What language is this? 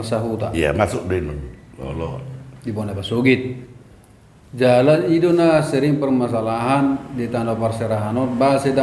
Batak Toba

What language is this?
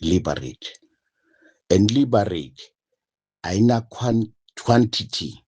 Zulu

